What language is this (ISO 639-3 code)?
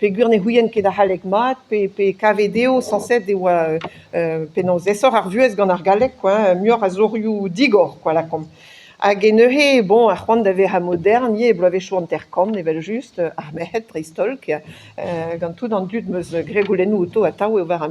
bre